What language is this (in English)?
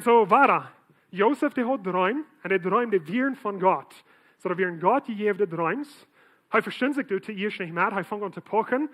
Plautdietsch